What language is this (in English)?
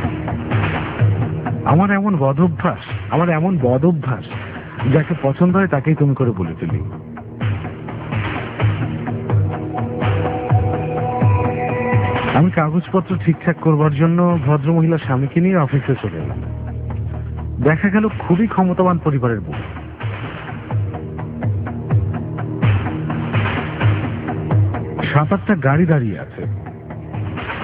Bangla